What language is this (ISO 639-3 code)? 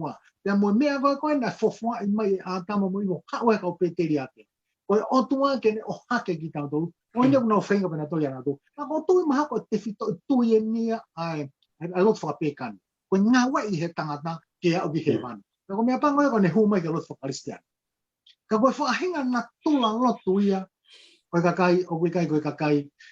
ton